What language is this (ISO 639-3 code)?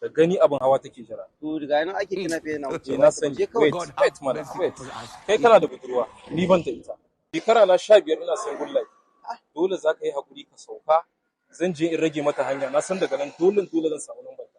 hau